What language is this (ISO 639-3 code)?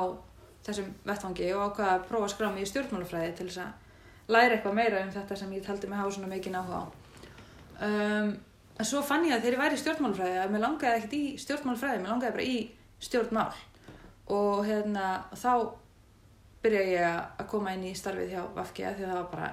isl